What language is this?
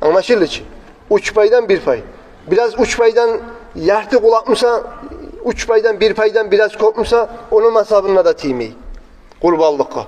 Kumyk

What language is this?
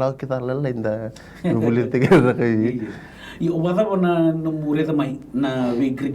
Fijian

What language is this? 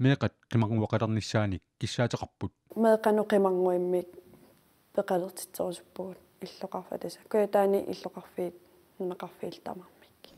Kalaallisut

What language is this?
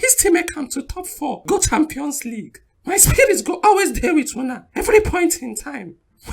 Nigerian Pidgin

